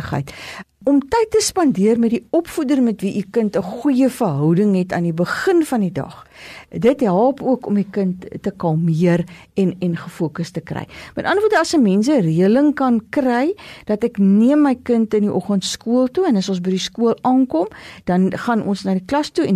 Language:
Afrikaans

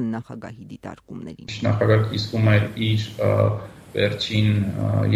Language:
Armenian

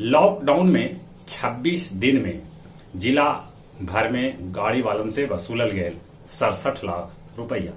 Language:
Magahi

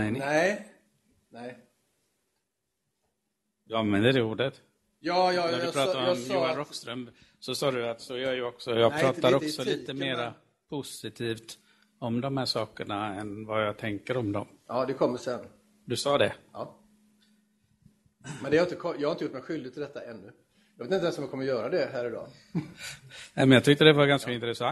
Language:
Swedish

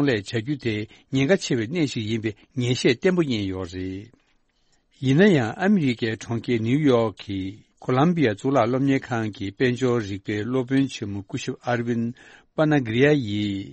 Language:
Tibetan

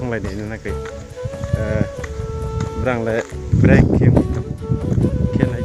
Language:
Riang (India)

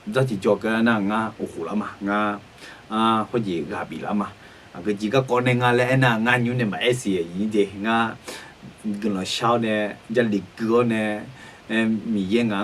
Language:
Akha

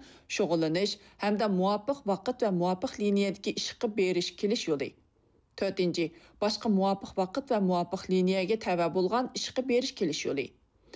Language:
Uyghur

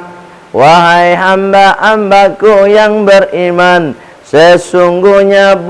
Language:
Minangkabau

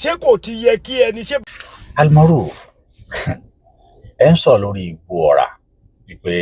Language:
Yoruba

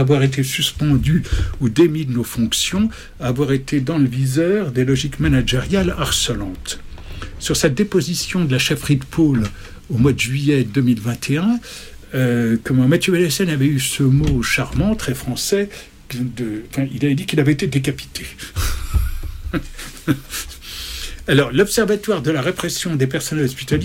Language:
French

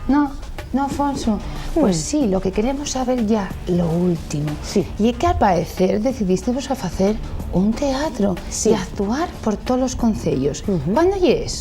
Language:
Asturian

